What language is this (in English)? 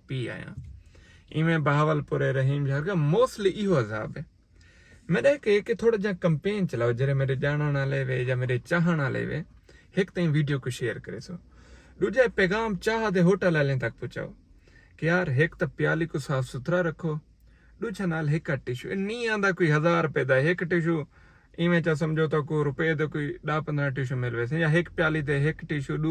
Saraiki